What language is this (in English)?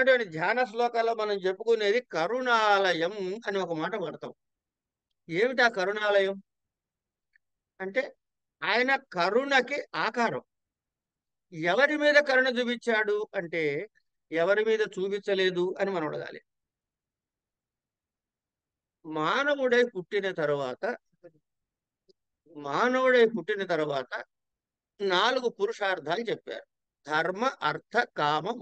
Telugu